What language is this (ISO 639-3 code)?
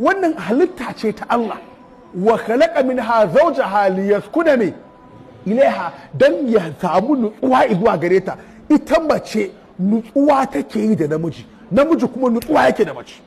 hau